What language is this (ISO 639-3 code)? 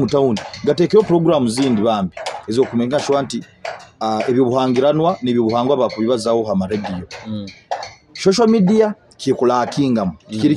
nyo